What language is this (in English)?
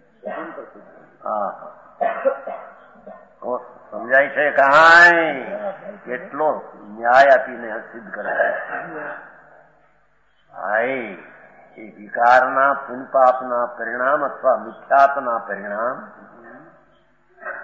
Gujarati